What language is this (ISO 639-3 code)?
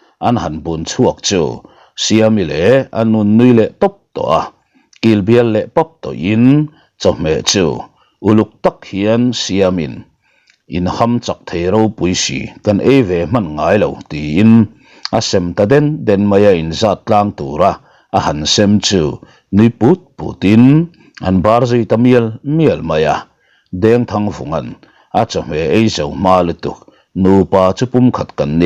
lus